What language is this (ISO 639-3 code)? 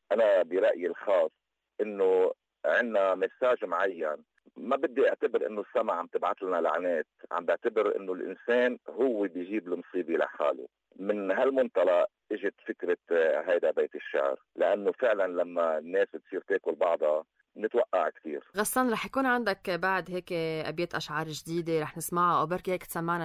apc